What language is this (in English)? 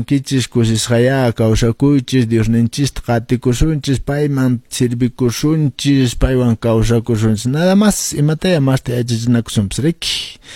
Quechua